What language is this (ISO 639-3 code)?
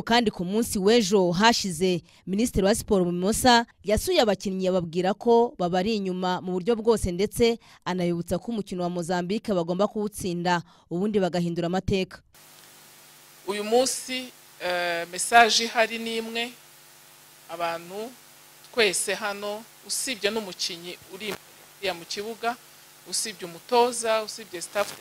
kin